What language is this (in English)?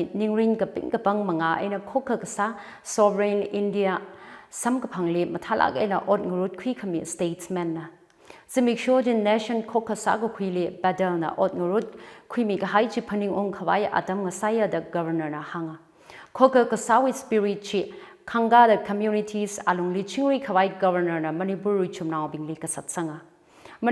Tangkhul Naga (India)